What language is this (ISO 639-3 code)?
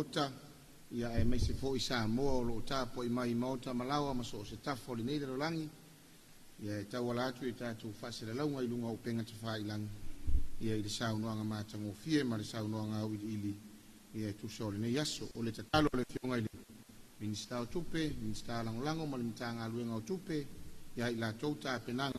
smo